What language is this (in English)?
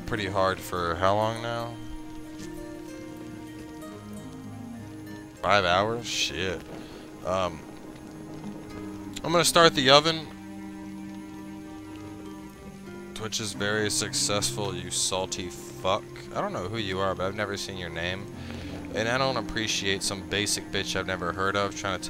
English